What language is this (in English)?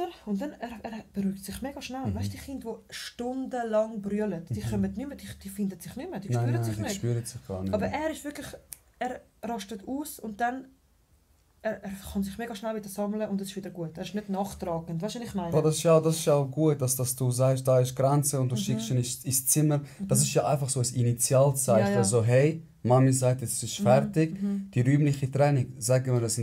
Swiss German